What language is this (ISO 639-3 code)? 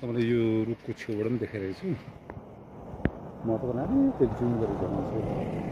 nep